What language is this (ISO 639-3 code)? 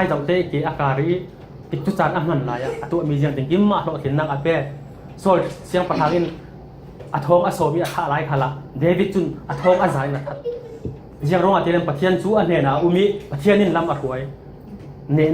cfm